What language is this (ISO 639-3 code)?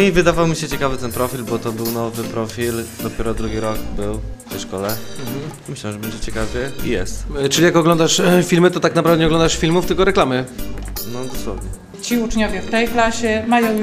pol